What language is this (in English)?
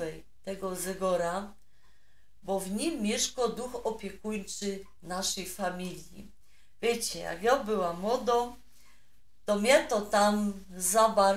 Silesian